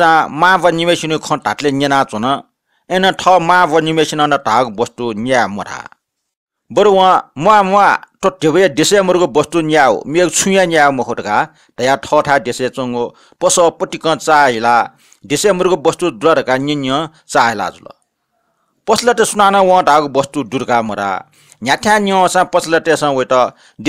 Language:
Newari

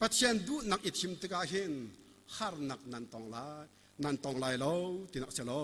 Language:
Hakha Chin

